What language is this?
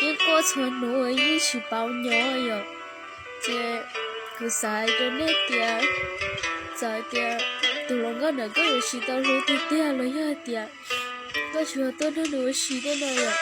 Hmong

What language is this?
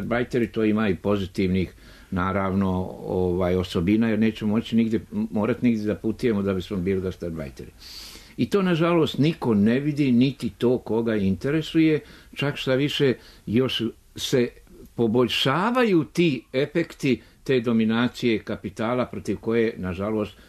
Serbian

